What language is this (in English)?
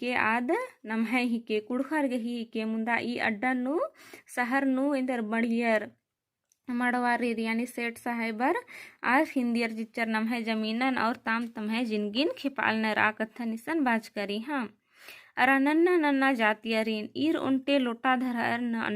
Kurukh